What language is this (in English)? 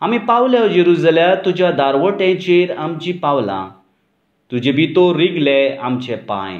Konkani